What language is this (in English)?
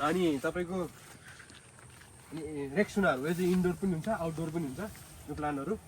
Nepali